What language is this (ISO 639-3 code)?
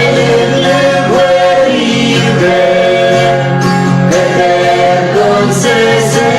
pon